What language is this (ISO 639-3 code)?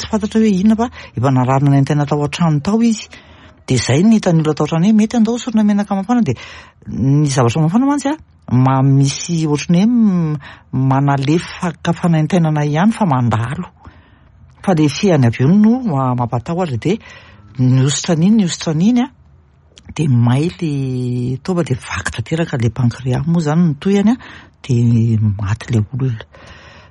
mlg